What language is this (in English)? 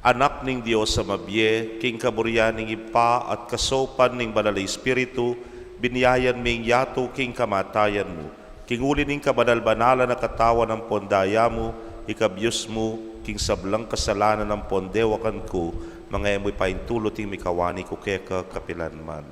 Pampanga